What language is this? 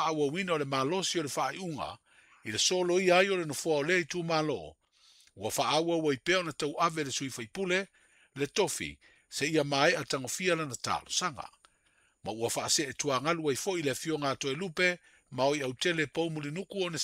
Samoan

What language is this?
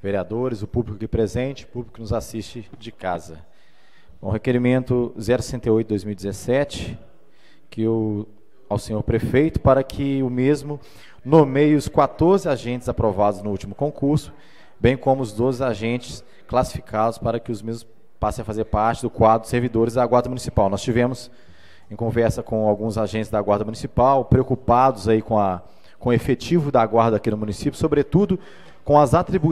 Portuguese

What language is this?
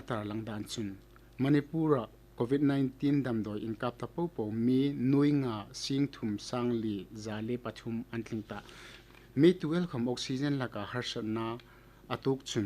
Hmar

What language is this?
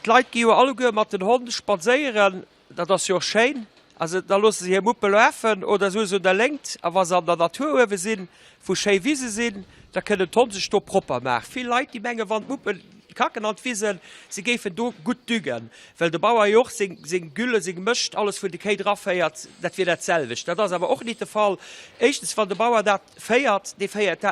Luxembourgish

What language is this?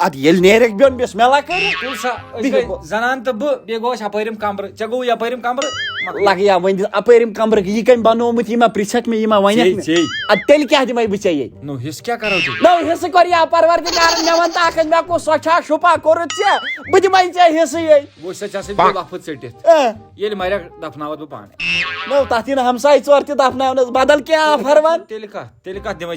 Kashmiri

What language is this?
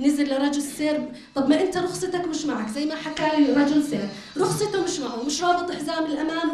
North Levantine Arabic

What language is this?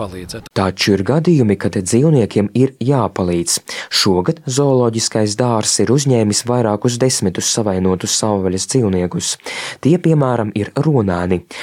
Latvian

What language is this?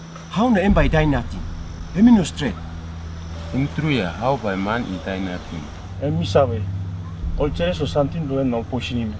Tok Pisin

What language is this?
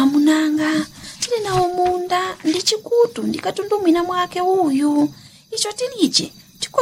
Nyanja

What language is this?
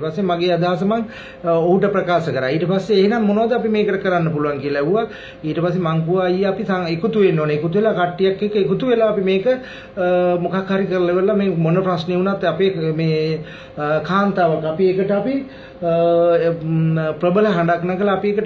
Sinhala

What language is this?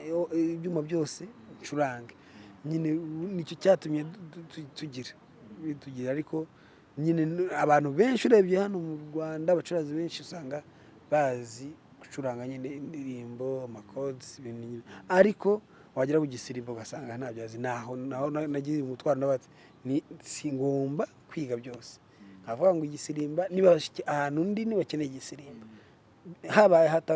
Kinyarwanda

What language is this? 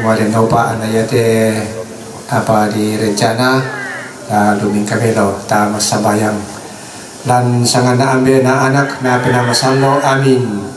Toraja-Sa'dan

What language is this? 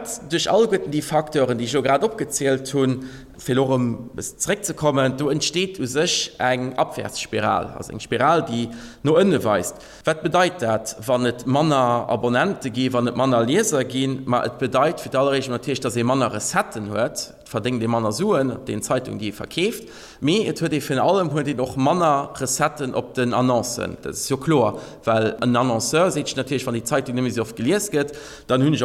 Luxembourgish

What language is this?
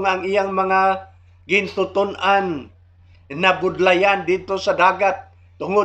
Hiligaynon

